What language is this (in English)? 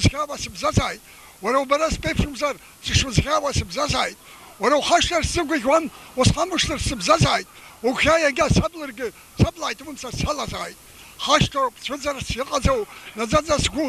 Abkhazian